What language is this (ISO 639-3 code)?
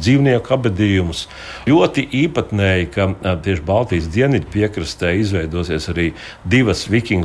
lav